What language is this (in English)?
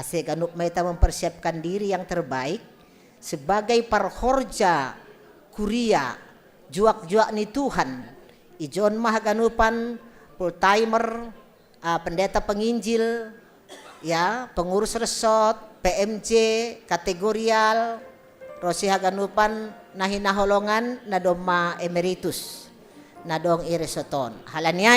Batak Simalungun